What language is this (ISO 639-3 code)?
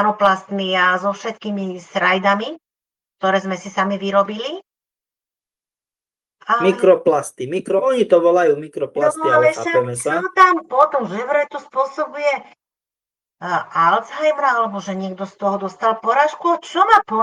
slk